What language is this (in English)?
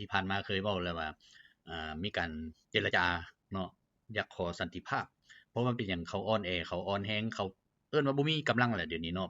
Lao